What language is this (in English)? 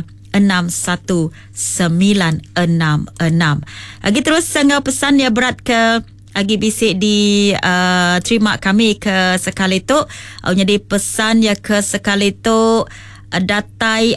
Iban